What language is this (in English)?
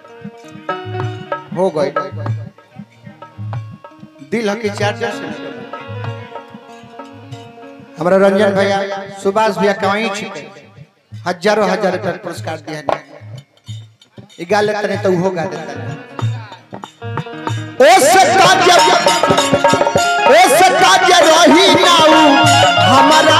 Bhojpuri